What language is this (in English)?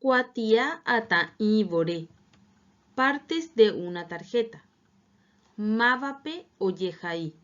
Guarani